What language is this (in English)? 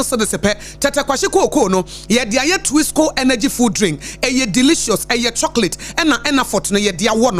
Akan